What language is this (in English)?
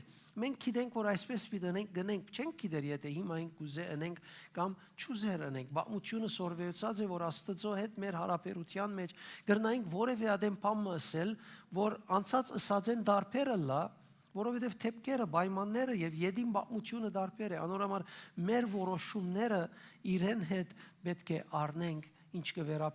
Western Armenian